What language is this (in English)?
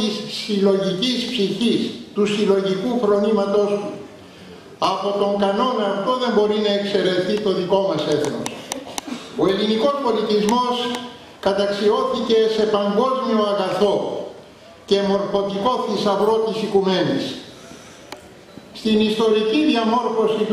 Greek